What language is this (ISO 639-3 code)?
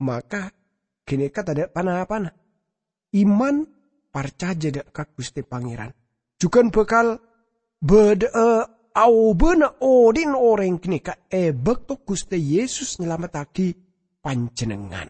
mad